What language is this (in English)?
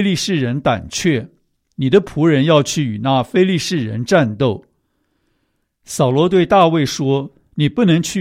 Chinese